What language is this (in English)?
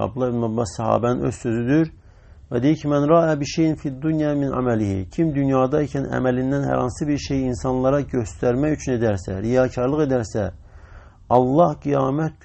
Azerbaijani